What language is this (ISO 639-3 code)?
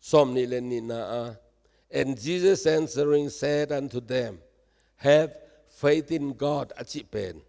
ctd